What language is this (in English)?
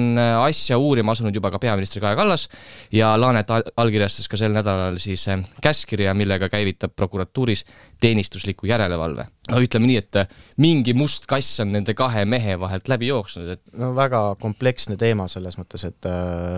Estonian